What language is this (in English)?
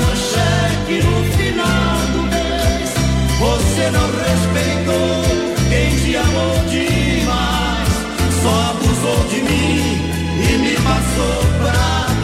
Portuguese